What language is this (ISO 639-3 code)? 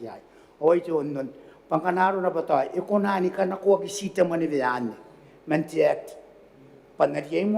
gil